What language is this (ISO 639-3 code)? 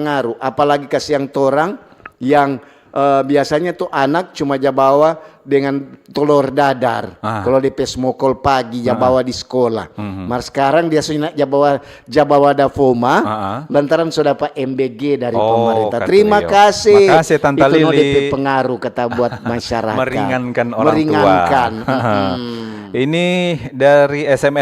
xmm